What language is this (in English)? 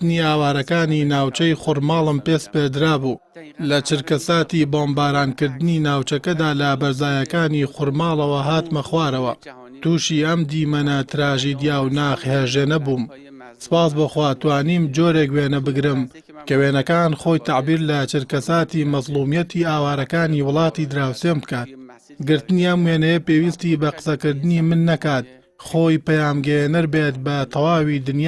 Central Kurdish